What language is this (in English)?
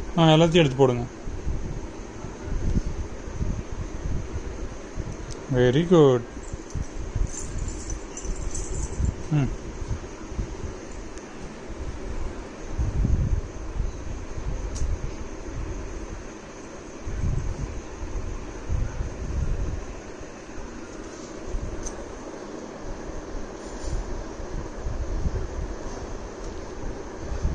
Tamil